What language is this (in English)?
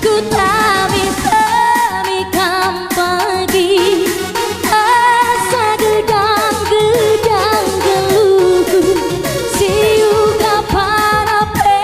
Batak Karo